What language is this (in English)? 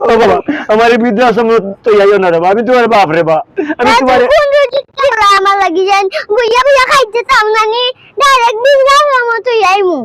Sylheti